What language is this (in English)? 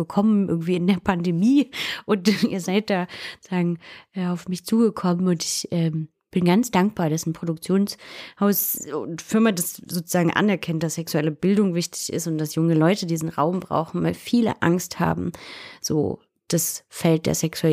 German